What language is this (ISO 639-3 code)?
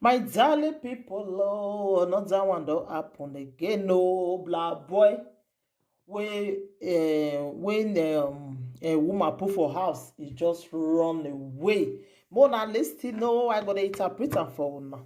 pcm